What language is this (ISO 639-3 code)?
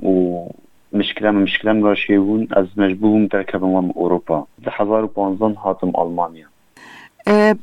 kur